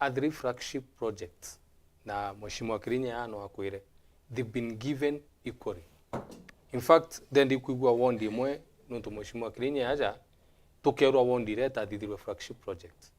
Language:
Meru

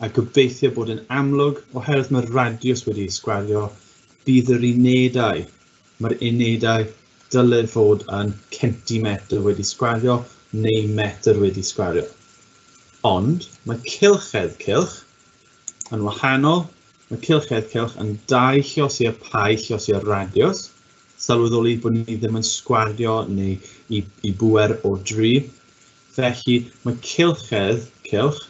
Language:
Welsh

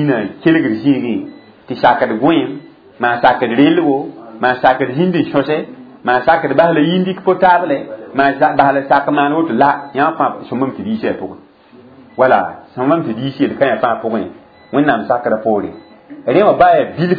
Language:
Mossi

